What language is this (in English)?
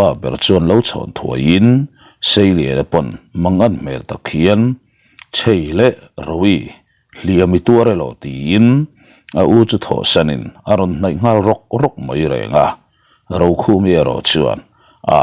Mizo